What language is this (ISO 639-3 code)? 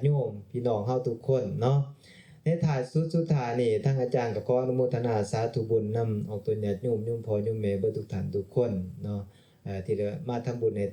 lao